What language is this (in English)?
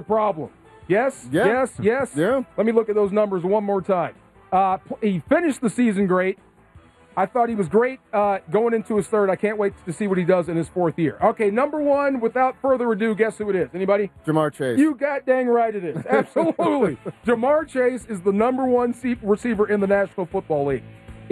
English